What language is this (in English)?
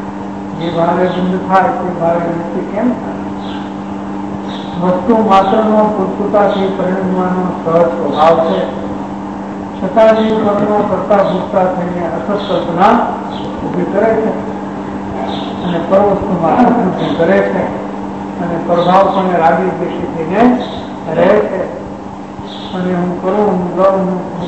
Gujarati